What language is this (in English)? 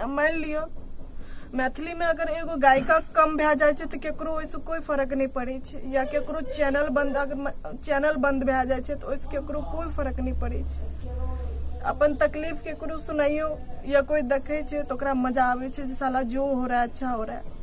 Maithili